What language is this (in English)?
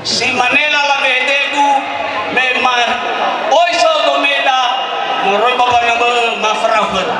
Nias